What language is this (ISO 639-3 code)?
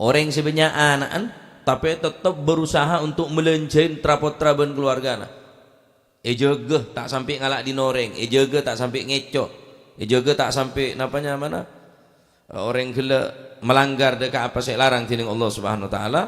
mad